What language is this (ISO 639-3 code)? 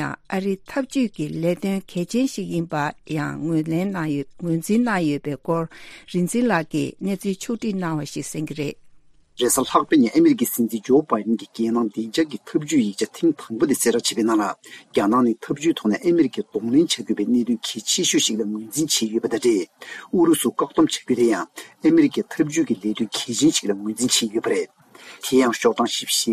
bod